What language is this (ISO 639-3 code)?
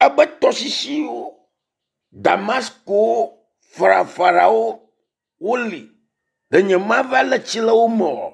ewe